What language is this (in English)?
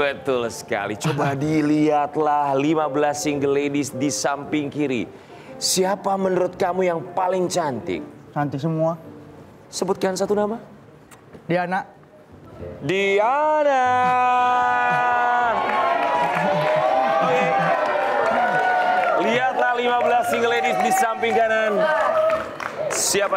Indonesian